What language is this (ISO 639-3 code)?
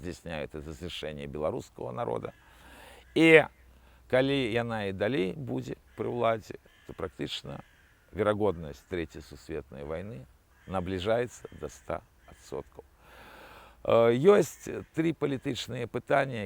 bel